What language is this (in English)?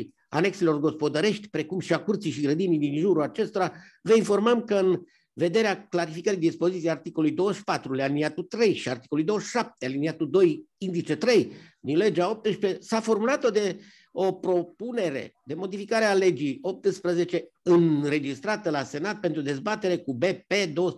Romanian